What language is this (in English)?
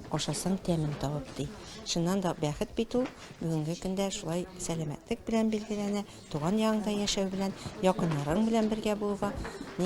Tatar